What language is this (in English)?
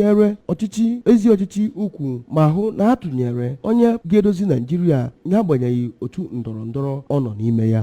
Igbo